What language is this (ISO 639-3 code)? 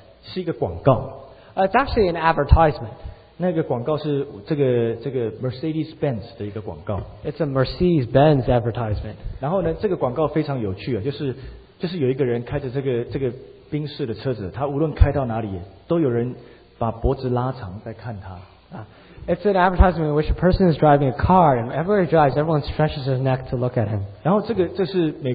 zho